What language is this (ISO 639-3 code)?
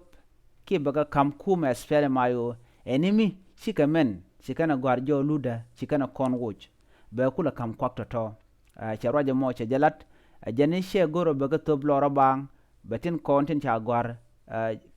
nus